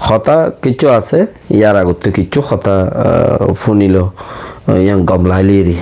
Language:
Rohingya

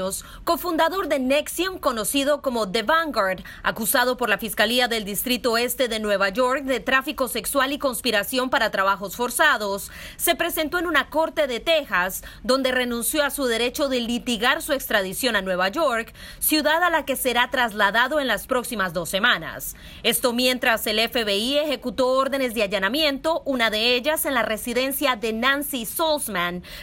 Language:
Spanish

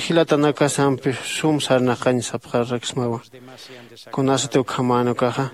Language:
Aymara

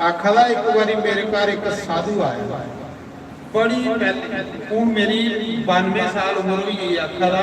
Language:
Dogri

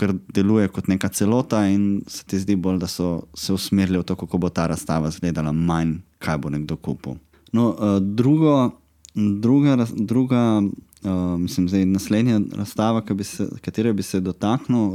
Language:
Slovenian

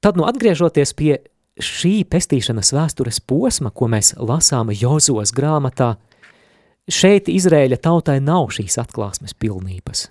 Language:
Latvian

